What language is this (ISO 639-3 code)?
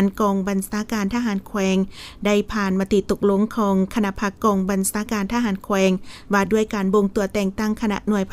lao